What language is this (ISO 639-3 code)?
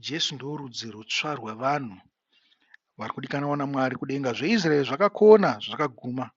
sna